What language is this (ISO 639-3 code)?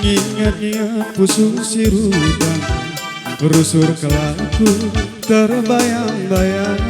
btx